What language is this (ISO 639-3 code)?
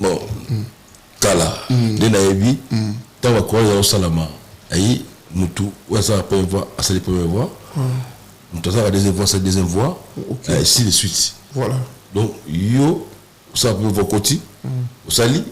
lin